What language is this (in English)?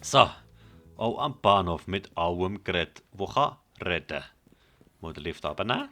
Swiss German